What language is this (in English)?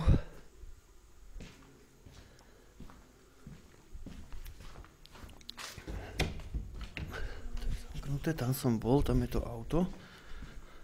Slovak